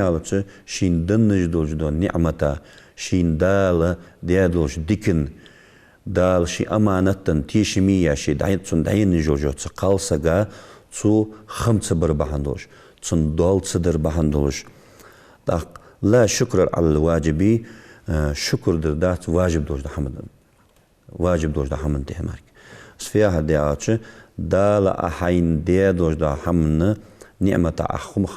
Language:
Ingush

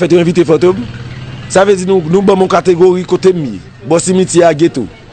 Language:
Haitian Creole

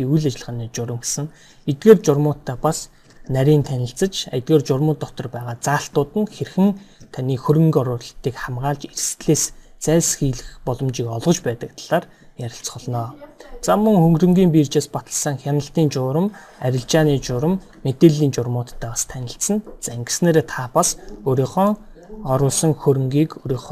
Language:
Mongolian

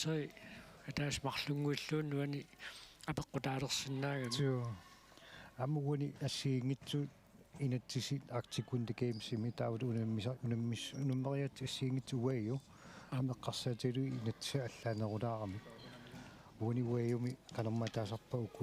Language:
Kalaallisut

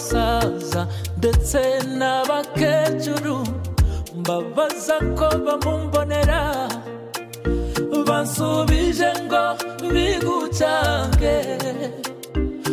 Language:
Kinyarwanda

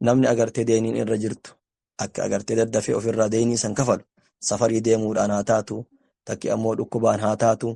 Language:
Oromo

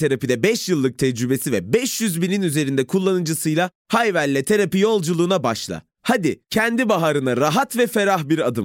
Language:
Turkish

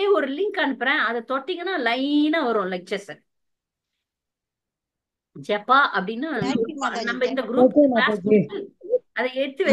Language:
Tamil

